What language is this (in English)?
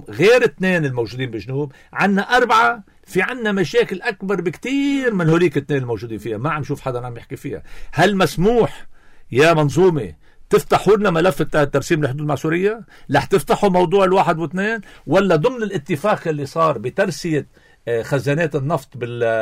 North Levantine Arabic